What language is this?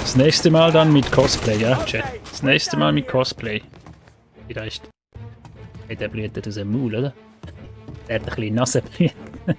Swiss German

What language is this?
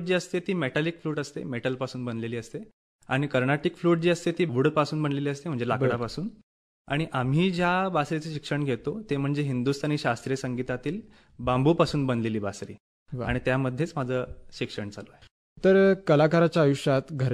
Marathi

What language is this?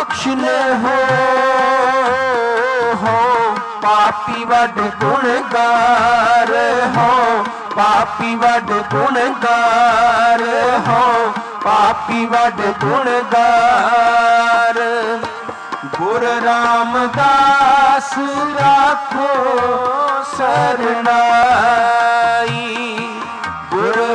Punjabi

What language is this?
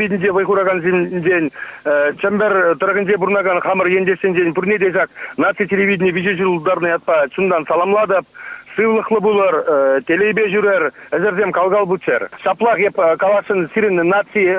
Chuvash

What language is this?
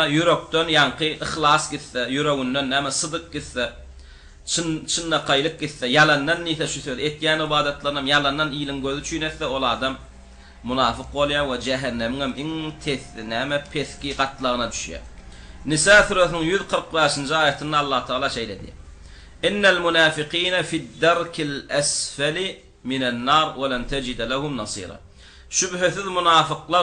Turkmen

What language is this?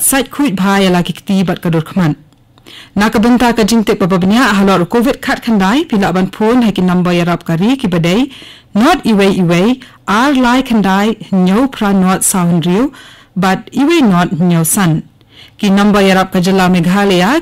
Khasi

